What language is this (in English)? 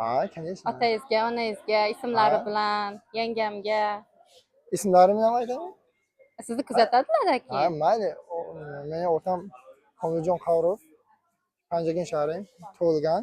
Uzbek